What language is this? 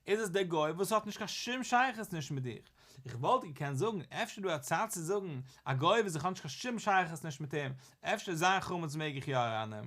Yiddish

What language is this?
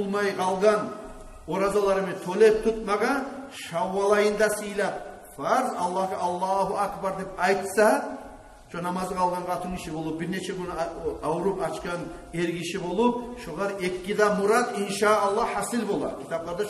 Kumyk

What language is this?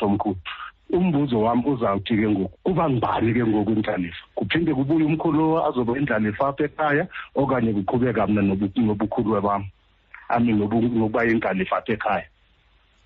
Xhosa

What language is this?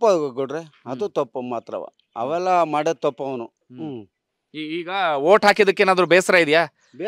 Kannada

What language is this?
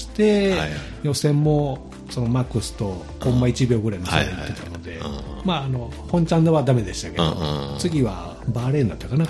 Japanese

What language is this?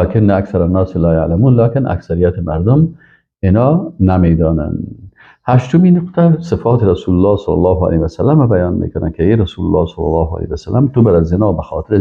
Persian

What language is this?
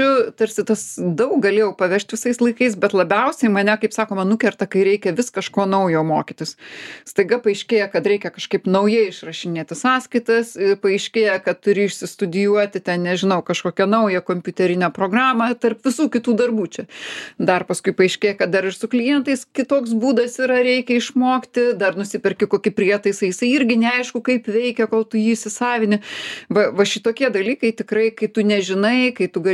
Lithuanian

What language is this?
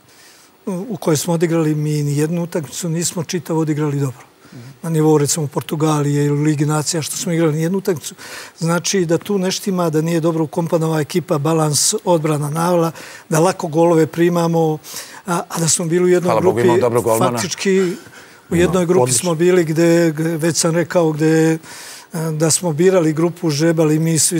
Serbian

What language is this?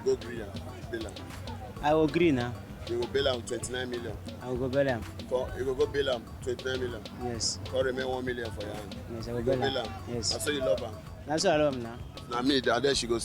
Nigerian Pidgin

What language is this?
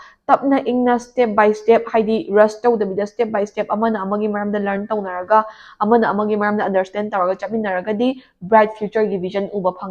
Manipuri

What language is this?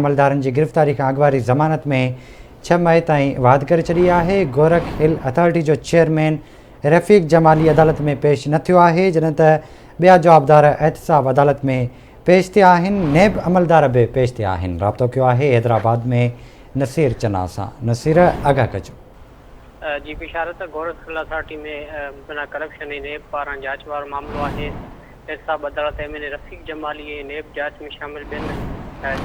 Sindhi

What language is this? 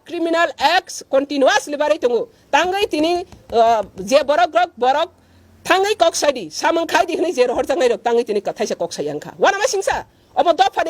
Kok Borok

